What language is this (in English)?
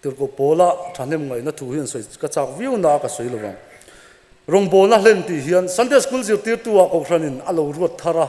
Mizo